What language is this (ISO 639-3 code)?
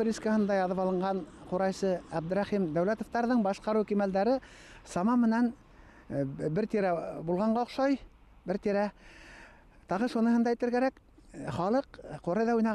bak